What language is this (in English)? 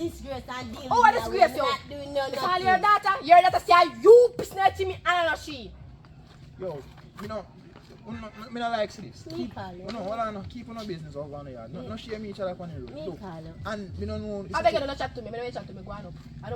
Jamaican Creole English